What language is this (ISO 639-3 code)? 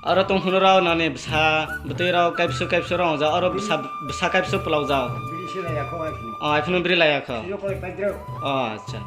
trp